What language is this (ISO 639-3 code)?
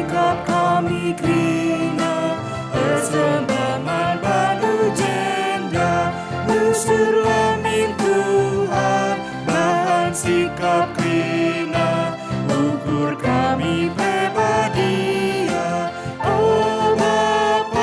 btx